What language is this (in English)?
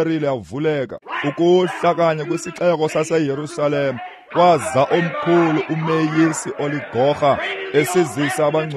Xhosa